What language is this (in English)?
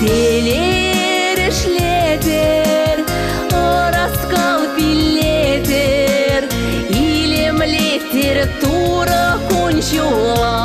Chuvash